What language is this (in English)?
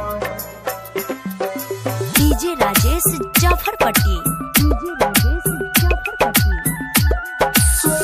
Bhojpuri